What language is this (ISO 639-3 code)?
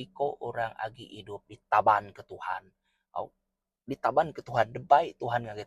iba